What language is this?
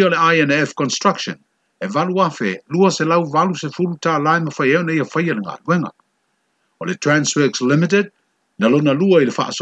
Samoan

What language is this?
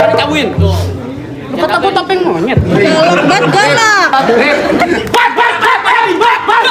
Betawi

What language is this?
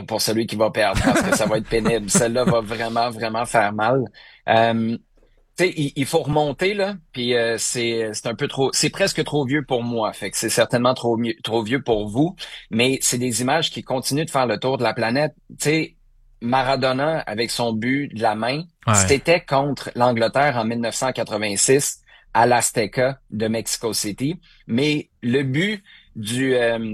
French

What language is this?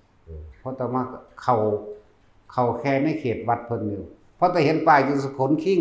Northeastern Thai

